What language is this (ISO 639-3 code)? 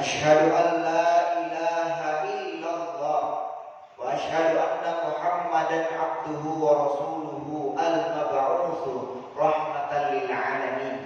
bug